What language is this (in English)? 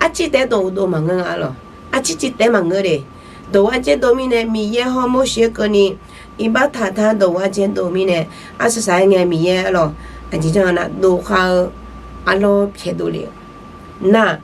Akha